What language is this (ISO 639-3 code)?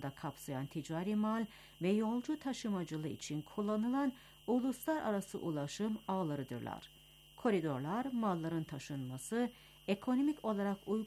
tur